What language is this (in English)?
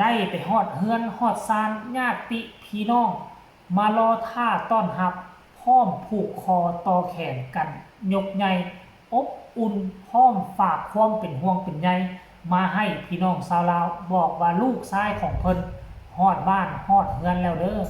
Northeastern Thai